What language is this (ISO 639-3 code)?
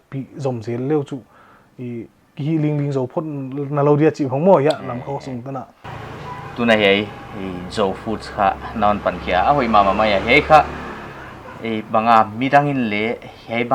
pck